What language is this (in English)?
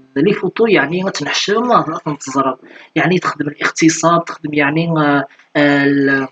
Kabyle